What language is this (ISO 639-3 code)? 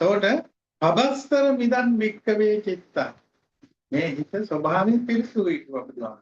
sin